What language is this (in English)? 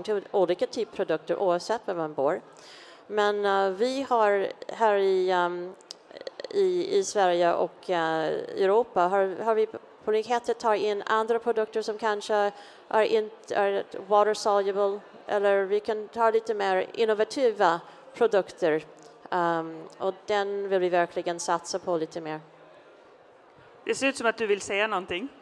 Swedish